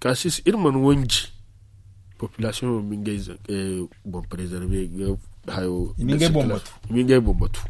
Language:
Zarma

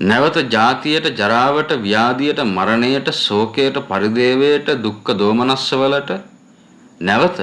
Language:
Sinhala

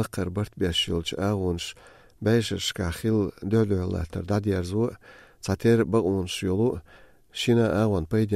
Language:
Belarusian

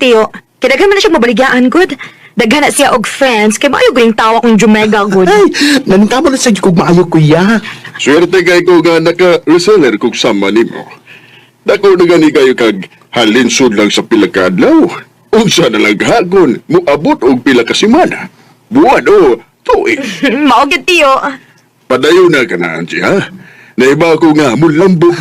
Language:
Cebuano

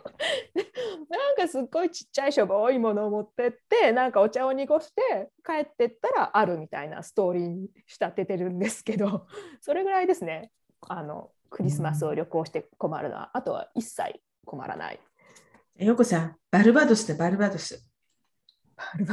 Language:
Japanese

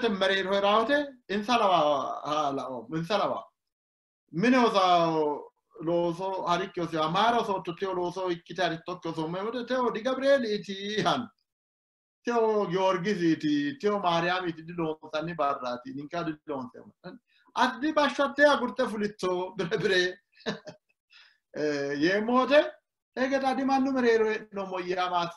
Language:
Sidamo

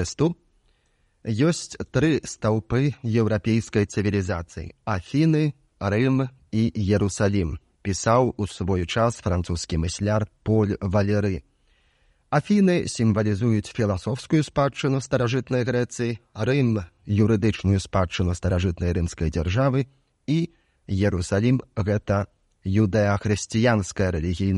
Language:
Belarusian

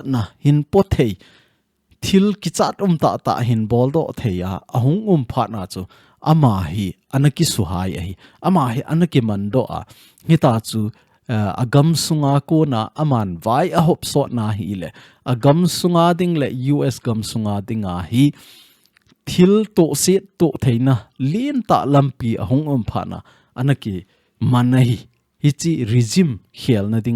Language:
Thado Chin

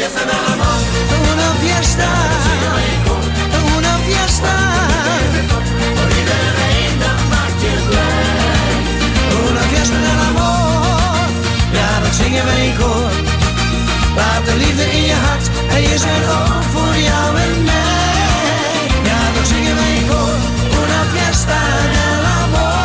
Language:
Dutch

